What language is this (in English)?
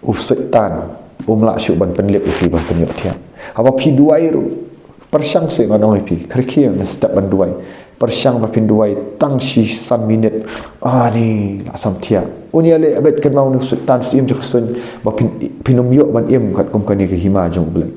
Khasi